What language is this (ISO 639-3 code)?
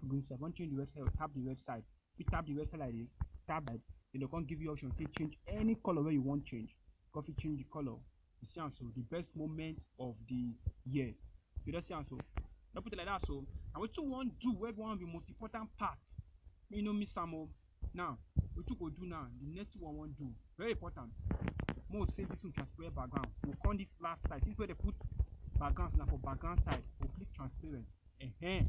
pcm